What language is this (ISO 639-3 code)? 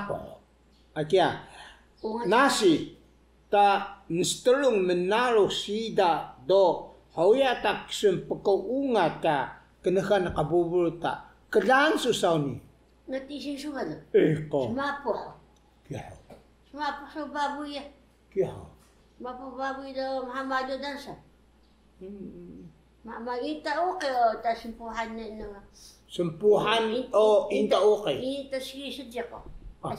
trv